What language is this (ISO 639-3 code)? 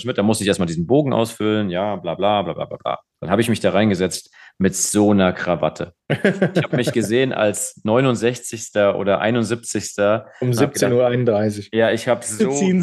deu